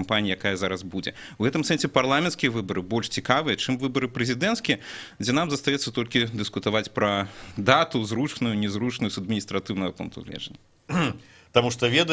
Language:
Belarusian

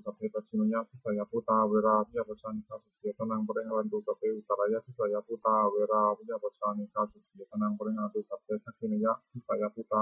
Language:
Pali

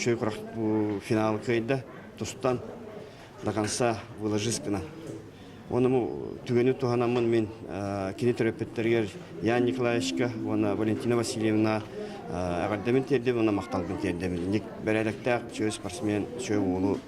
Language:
Yakut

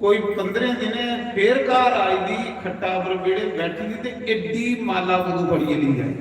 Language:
Dogri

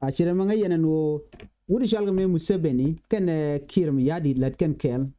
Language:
Nuer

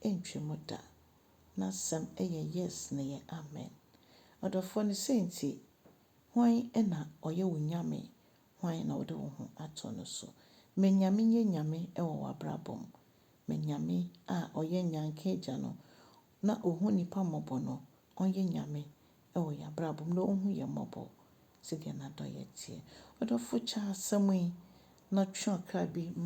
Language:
Akan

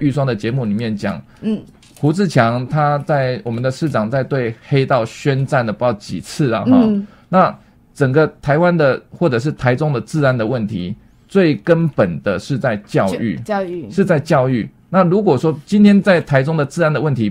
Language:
Chinese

